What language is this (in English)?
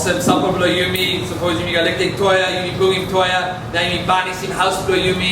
Tok Pisin